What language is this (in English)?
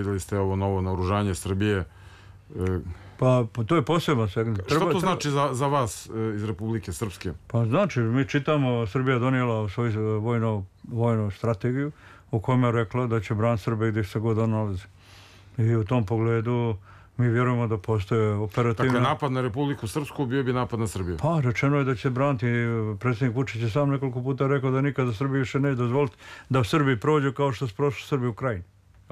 Serbian